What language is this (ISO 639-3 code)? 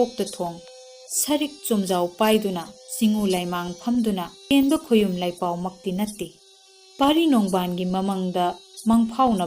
mni